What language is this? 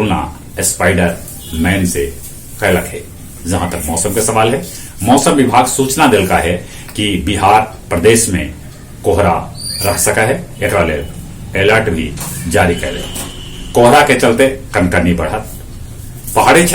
Magahi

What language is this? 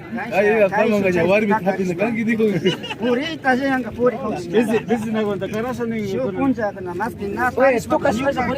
Imbabura Highland Quichua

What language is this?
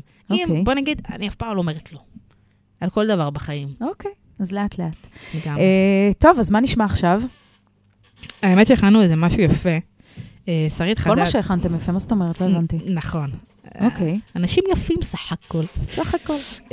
Hebrew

